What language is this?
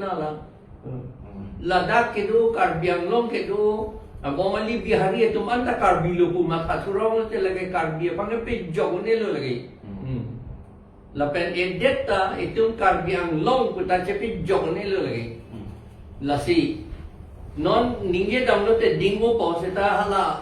Karbi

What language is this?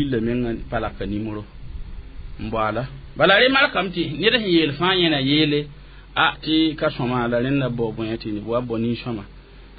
Mossi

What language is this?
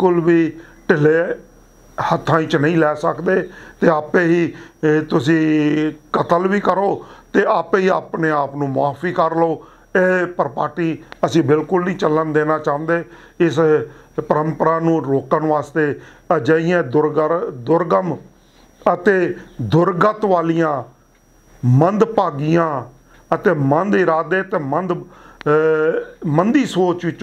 Punjabi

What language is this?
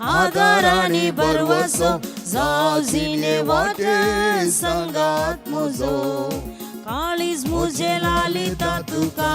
Konkani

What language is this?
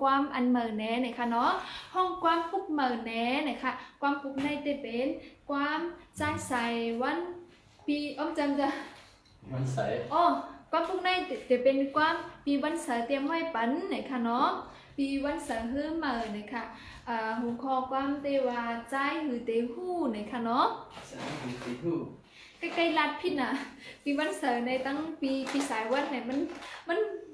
Shan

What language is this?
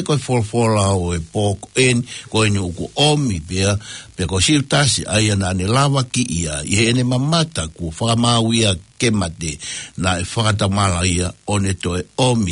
Tongan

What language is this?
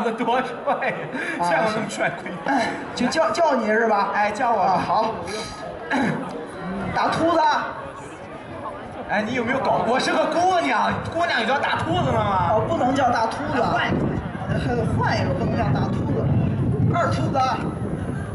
Chinese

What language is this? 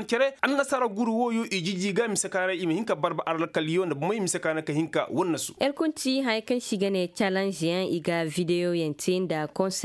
Koyraboro Senni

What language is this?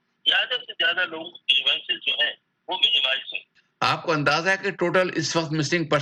Urdu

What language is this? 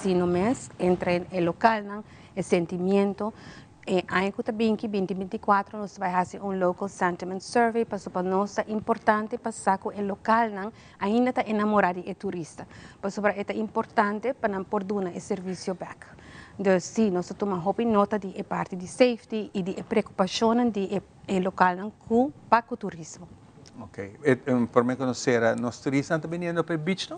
Papiamento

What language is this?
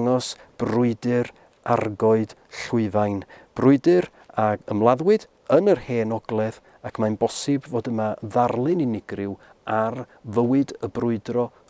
Welsh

